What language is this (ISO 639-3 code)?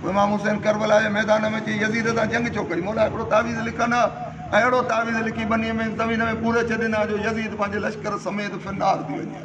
snd